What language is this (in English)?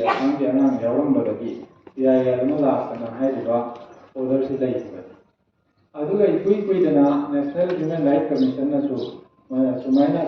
Manipuri